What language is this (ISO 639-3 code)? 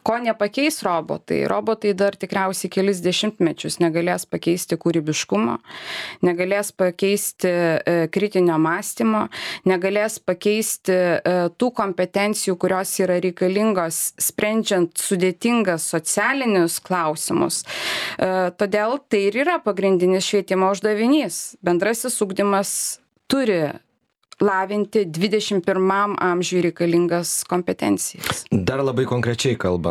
lit